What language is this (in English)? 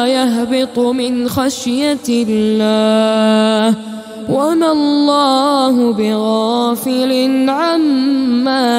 Arabic